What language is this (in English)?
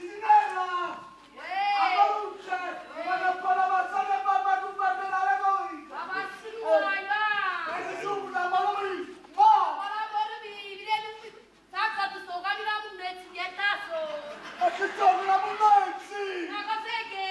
Neapolitan